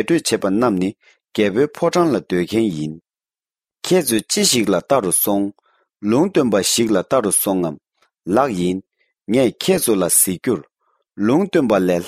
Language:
Tibetan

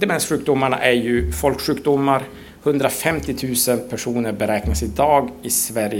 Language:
Swedish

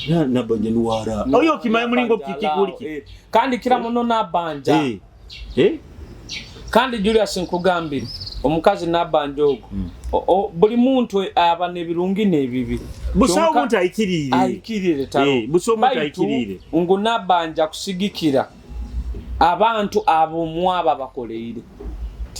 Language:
Nyoro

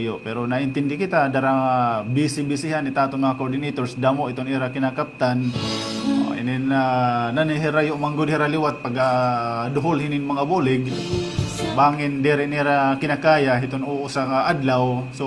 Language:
Waray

